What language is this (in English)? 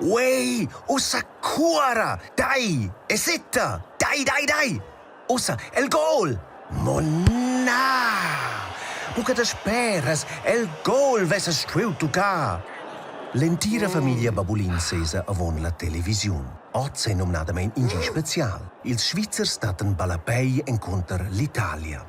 Romansh